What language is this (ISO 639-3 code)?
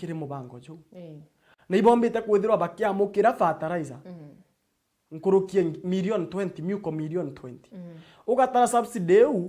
mer